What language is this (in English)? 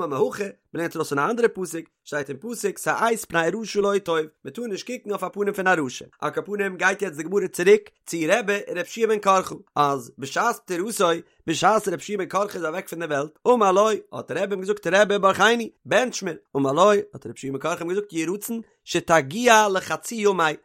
Yiddish